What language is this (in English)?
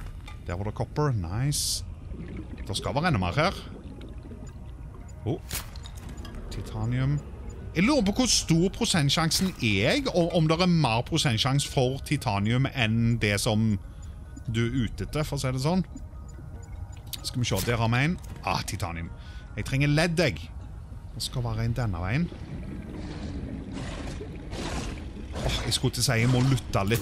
Norwegian